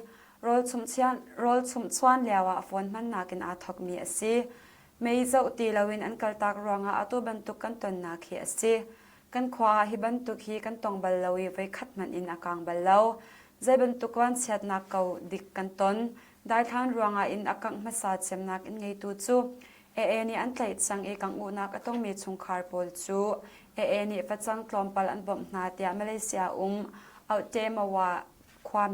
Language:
Hakha Chin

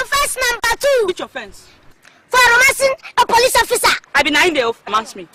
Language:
Nigerian Pidgin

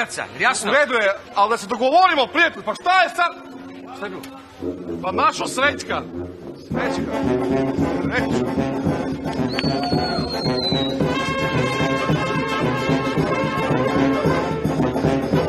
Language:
Serbian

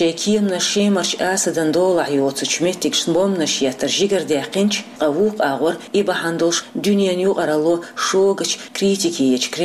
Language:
Chechen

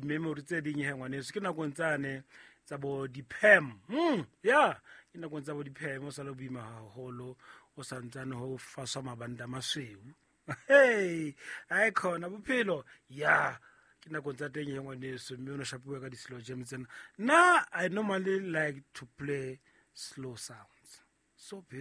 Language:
Southern Sotho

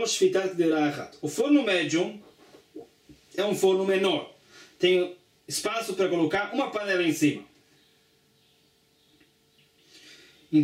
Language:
Portuguese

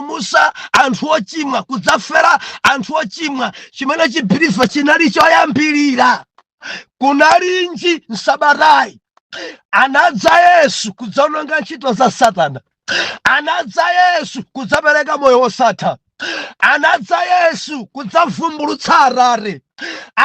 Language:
Nyanja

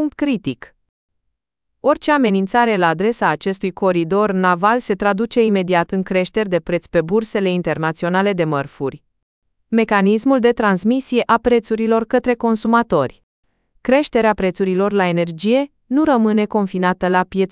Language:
Romanian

